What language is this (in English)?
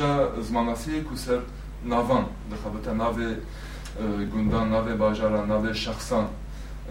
Kurdish